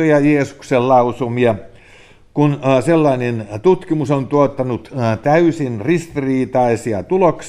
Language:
Finnish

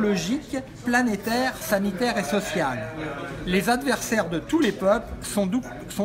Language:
French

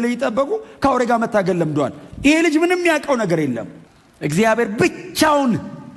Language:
Amharic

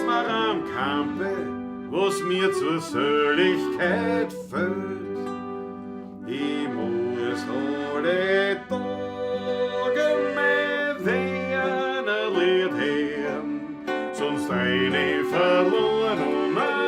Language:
Bavarian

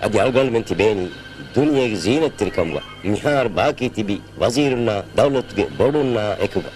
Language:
Divehi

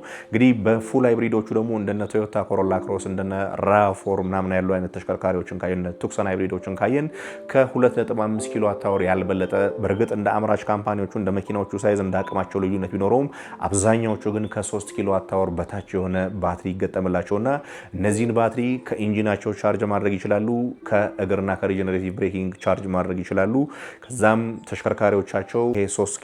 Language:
Amharic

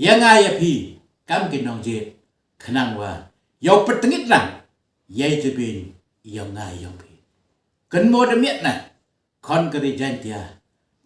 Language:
Khasi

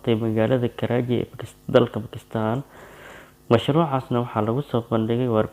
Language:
Somali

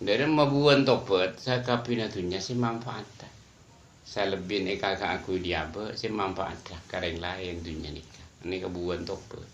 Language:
Madurese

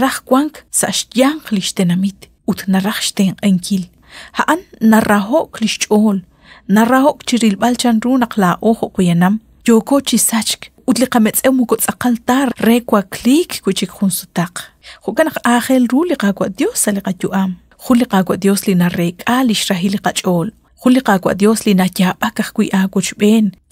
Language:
Kekchí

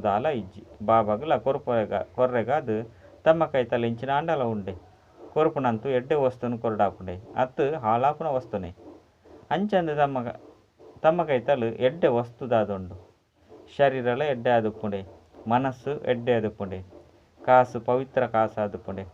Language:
Tulu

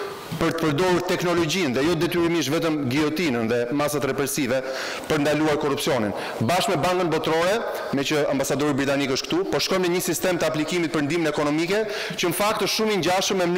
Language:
Albanian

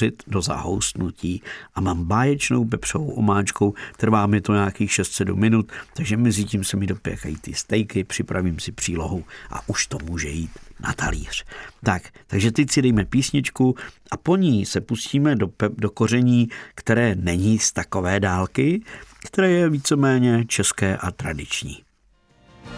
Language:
Czech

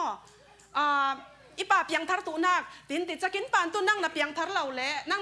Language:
Falam Chin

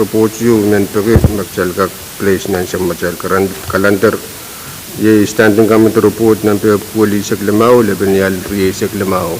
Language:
Pohnpeian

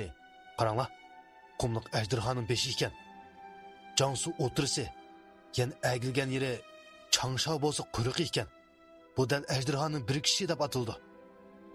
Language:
Uyghur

